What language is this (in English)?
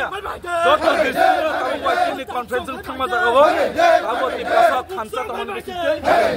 Kok Borok